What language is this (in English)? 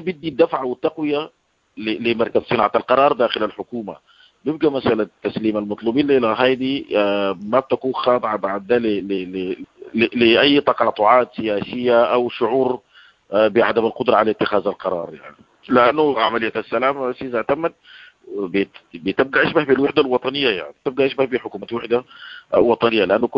Sudanese Arabic